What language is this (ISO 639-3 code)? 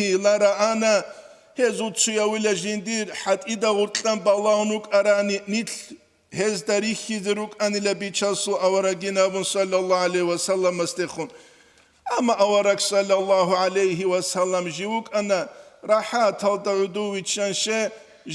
ava